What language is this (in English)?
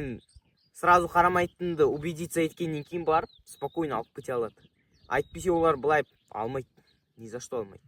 Kazakh